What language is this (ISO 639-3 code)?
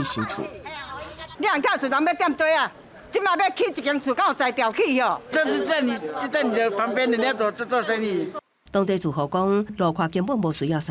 nan